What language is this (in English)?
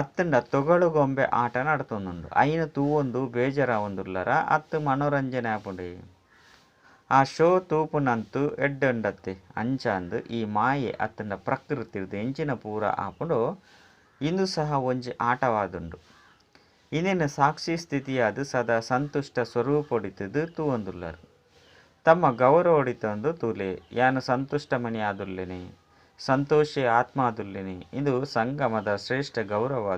Tulu